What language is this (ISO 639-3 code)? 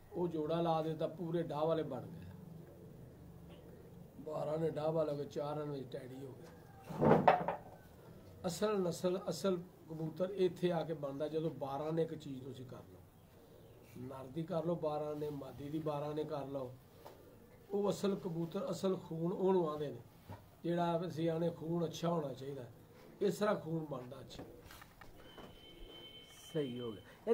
pan